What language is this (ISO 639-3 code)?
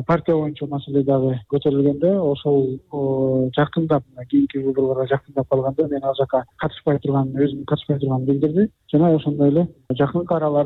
kir